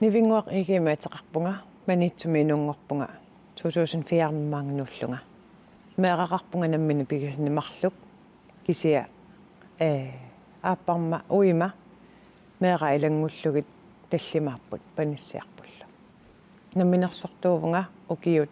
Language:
Kalaallisut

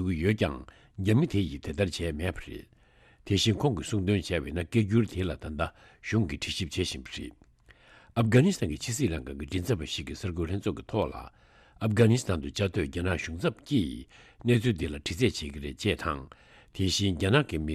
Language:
Tibetan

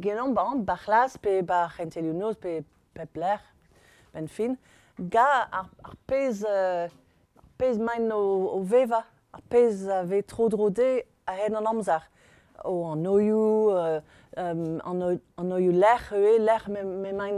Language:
Breton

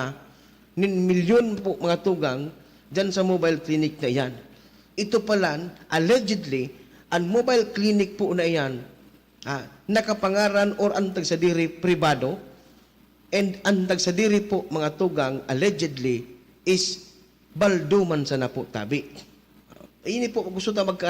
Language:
Bikol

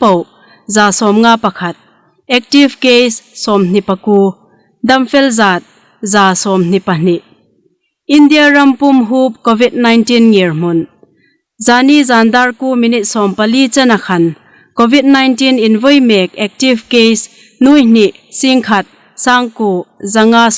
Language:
Hmar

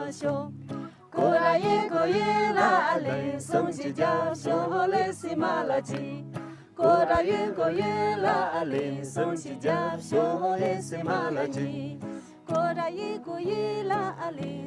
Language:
Tibetan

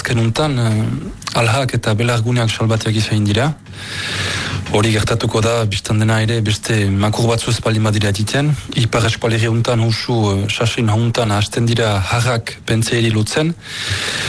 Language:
Basque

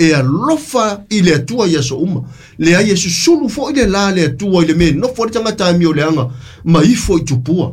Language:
Samoan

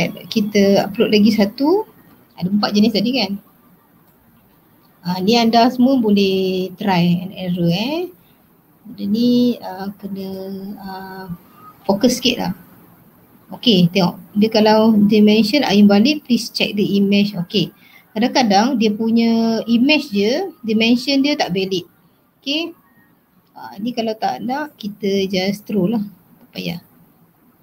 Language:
Malay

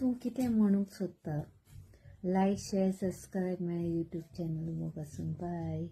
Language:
Konkani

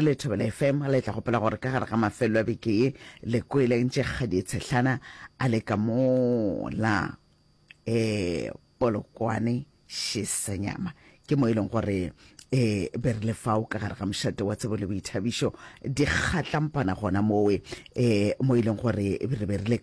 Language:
Northern Sotho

